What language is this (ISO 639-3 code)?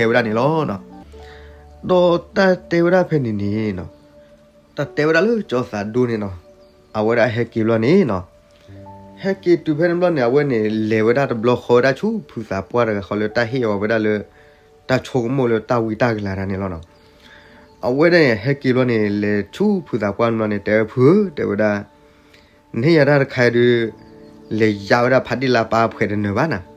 ksw